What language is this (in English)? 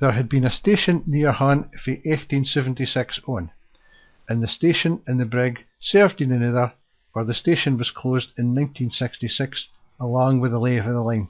Scots